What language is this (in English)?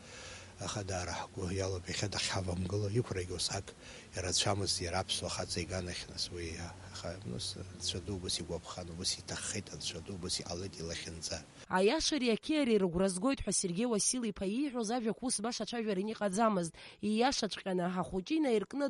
Abkhazian